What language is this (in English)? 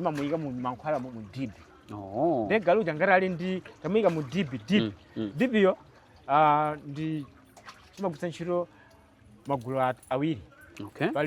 Nyanja